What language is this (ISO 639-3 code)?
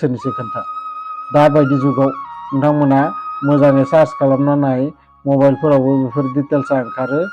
brx